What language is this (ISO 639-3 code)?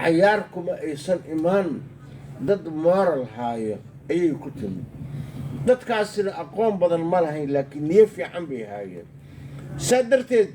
som